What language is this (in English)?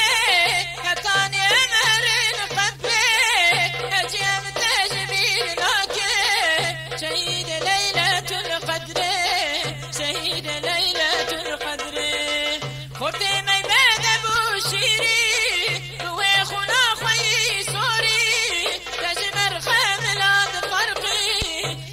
Kurdish